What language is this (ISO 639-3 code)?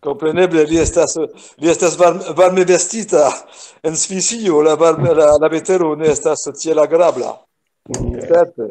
epo